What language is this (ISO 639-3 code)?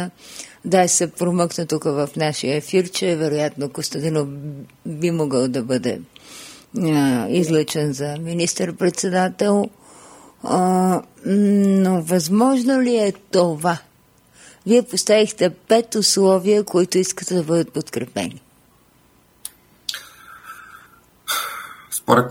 bul